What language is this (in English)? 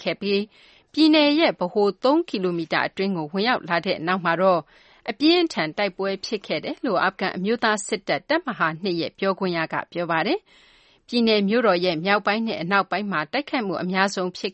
Burmese